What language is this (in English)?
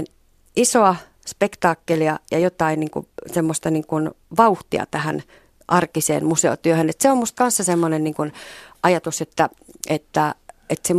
Finnish